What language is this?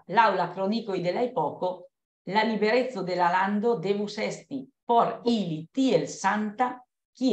Esperanto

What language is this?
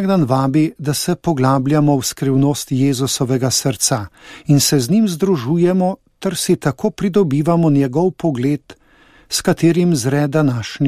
Slovenian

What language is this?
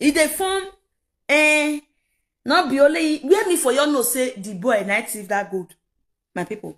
Nigerian Pidgin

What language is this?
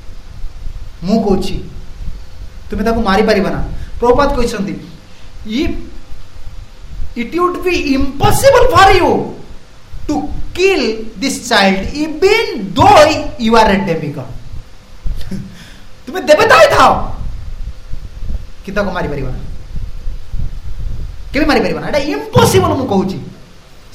Odia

